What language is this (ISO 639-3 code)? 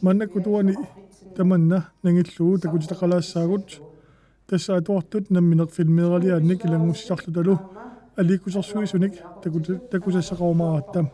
kal